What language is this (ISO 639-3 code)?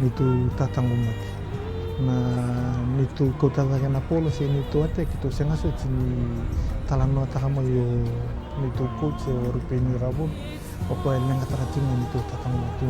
fij